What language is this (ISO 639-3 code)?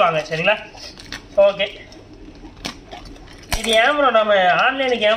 tam